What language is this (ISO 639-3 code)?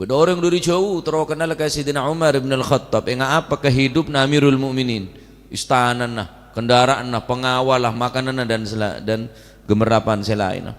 mad